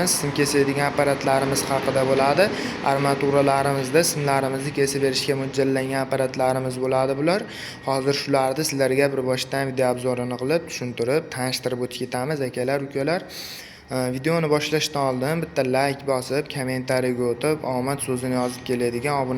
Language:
Uzbek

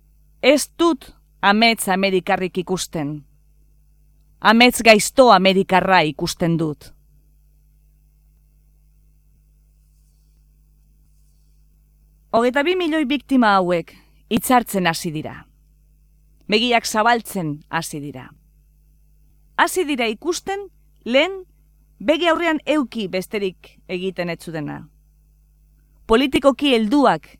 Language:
Basque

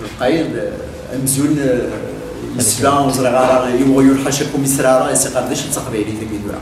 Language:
Kabyle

